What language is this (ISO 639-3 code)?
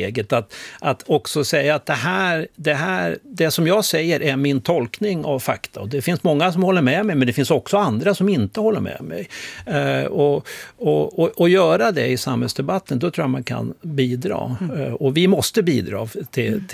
swe